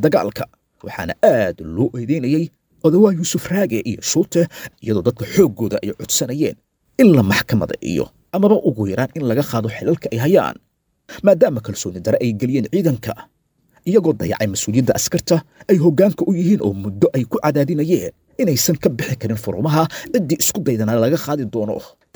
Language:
Somali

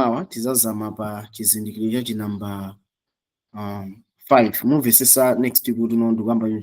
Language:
Nyanja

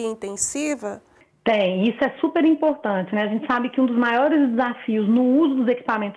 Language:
Portuguese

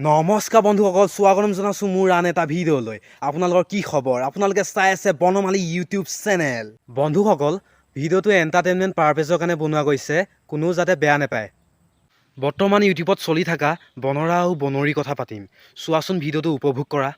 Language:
Assamese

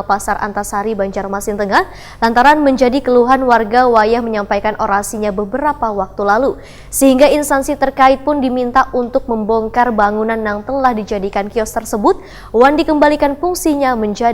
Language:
Banjar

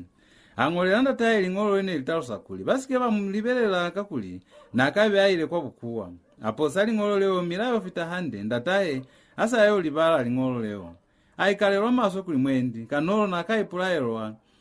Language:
Lozi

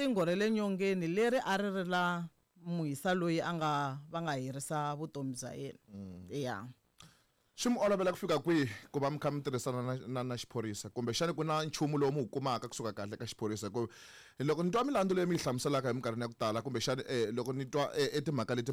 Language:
Tsonga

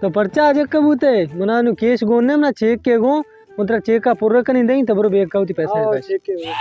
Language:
Baluchi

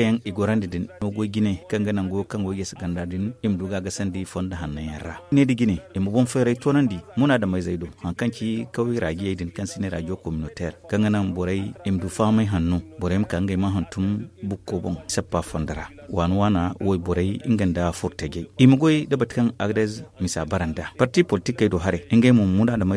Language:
Zarma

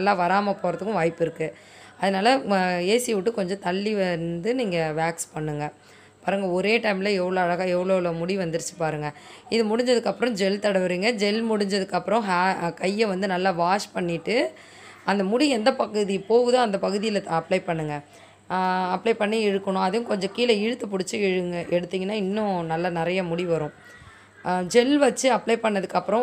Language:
Tamil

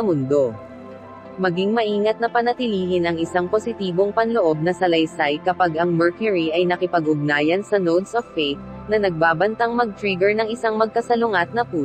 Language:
Filipino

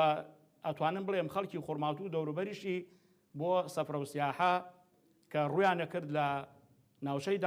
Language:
Central Kurdish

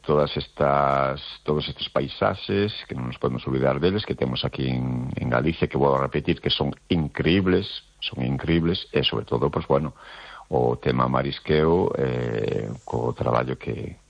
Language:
Galician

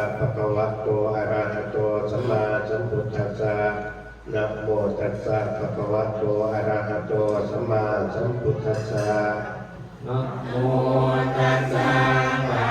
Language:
Pali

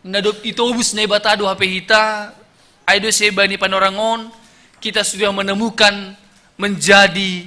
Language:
Batak Simalungun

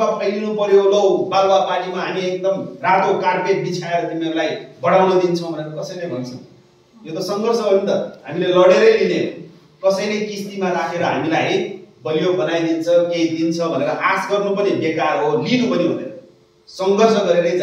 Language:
Nepali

